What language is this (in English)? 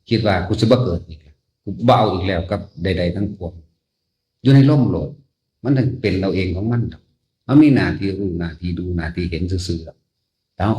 Northeastern Thai